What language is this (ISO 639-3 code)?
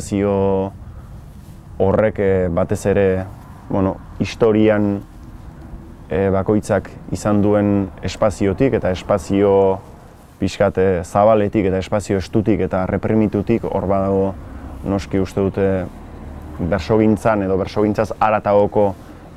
eus